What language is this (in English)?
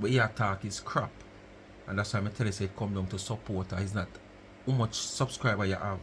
Jamaican Creole English